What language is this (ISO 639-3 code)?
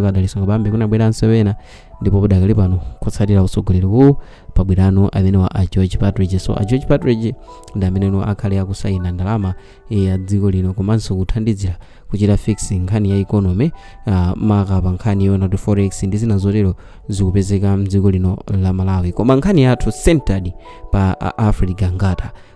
nya